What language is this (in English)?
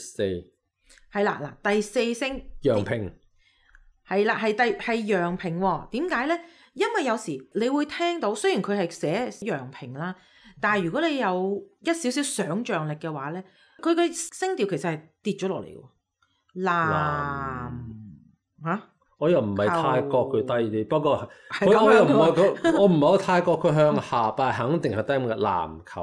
Cantonese